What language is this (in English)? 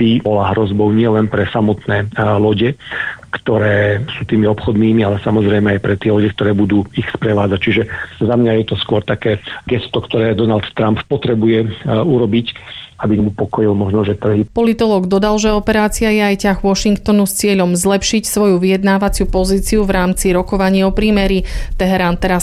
Slovak